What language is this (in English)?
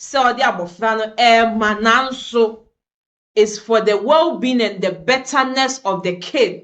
Akan